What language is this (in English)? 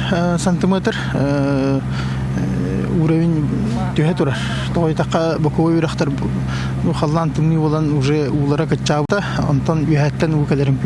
Yakut